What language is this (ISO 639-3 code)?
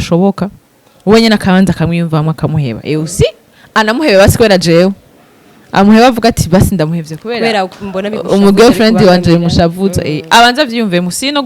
run